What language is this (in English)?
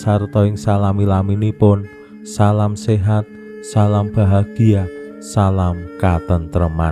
Javanese